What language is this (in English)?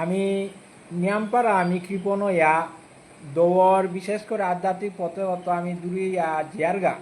Bishnupriya